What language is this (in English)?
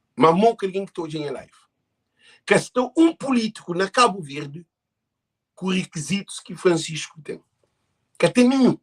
Kabuverdianu